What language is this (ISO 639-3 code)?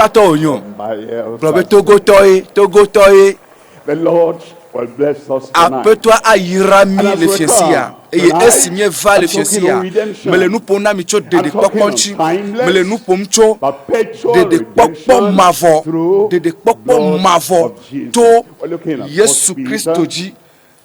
ewe